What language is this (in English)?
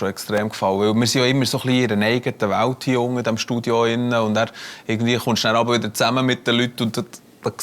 Swiss German